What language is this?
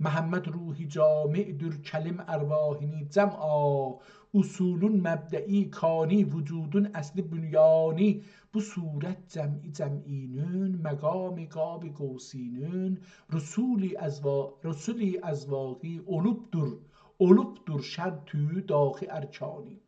South Azerbaijani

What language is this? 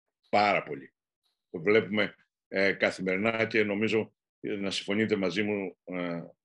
Greek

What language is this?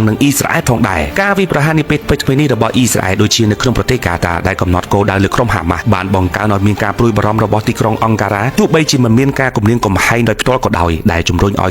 Khmer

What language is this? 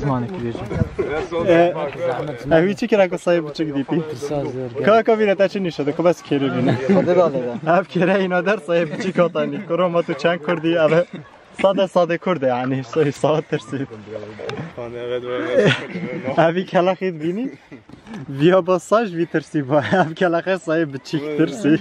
Kurdish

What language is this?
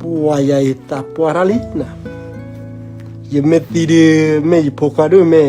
S'gaw Karen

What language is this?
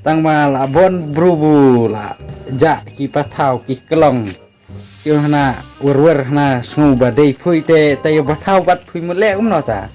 Khasi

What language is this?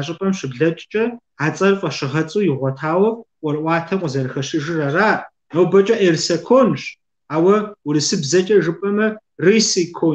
Kabardian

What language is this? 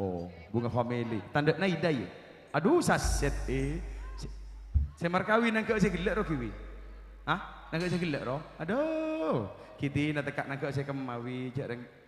Madurese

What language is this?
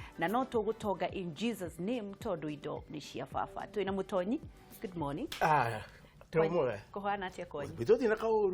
Kikuyu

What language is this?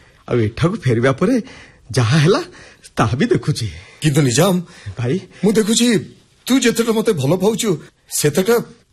Odia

